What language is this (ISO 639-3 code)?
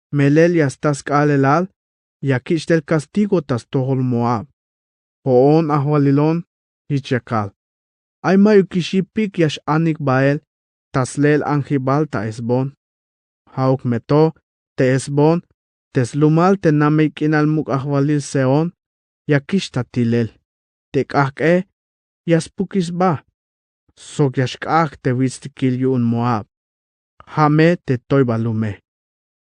tzh